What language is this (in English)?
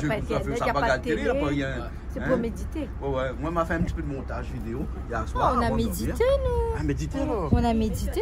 Réunion Creole French